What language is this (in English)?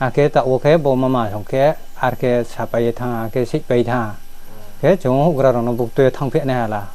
Riang (India)